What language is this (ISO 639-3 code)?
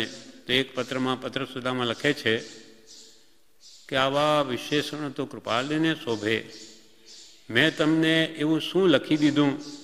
guj